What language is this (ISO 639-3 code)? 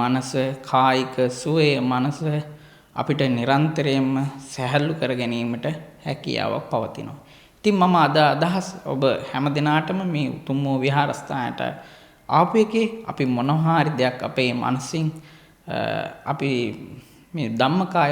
sin